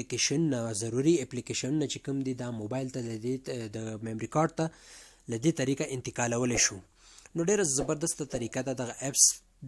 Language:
Pashto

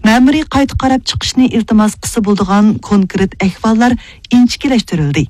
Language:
Uyghur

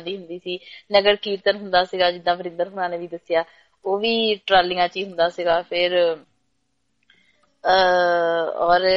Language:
Punjabi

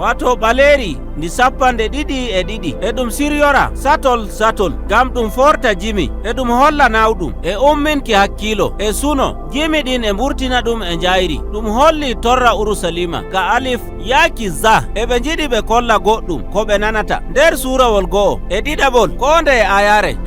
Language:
Nigerian Fulfulde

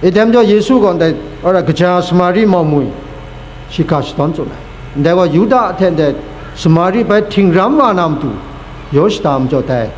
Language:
Kachin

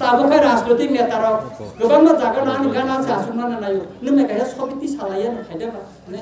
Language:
Kok Borok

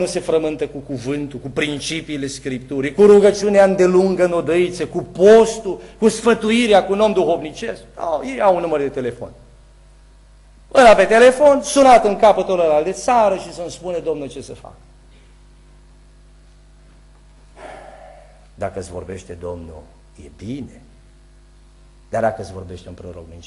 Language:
Romanian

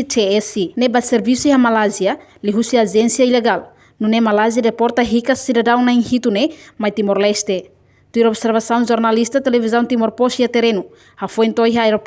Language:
Tetum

